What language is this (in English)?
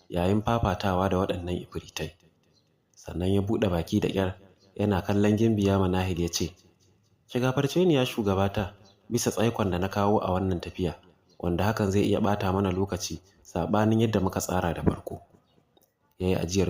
Hausa